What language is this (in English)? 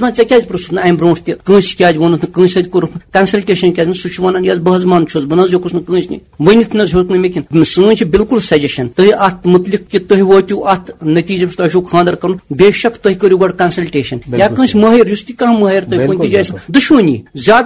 Kashmiri